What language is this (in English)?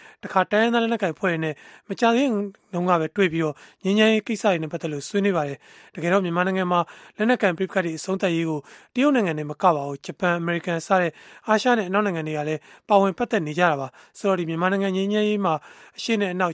Burmese